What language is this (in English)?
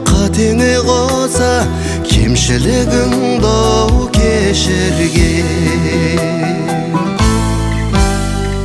Kazakh